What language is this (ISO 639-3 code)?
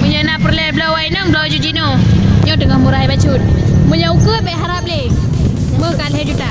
ace